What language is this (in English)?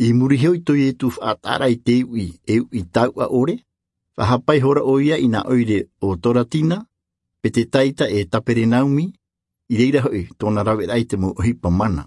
Tahitian